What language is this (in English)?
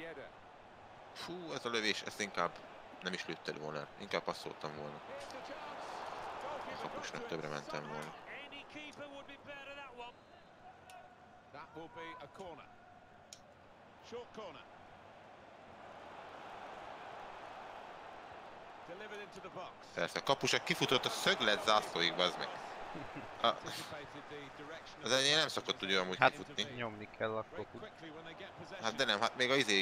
Hungarian